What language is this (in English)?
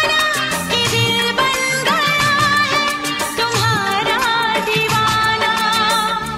Hindi